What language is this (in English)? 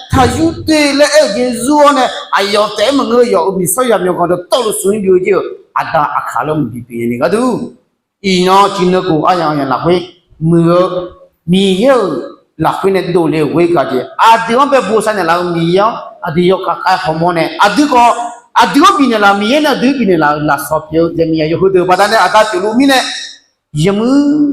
Akha